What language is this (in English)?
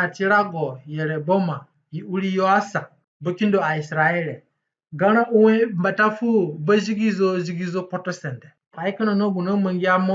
Zande (individual language)